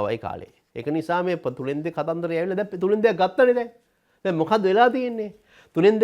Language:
Sinhala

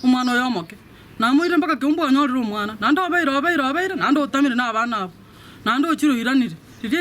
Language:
Gusii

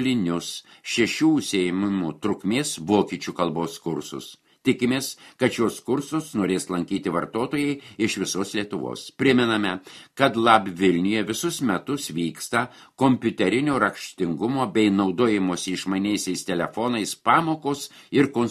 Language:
Lithuanian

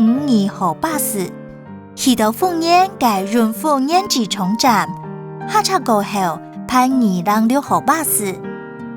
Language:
Hakka Chinese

